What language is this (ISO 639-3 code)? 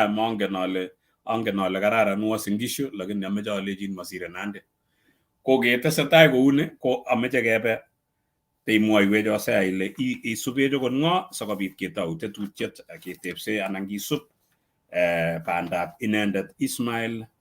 kln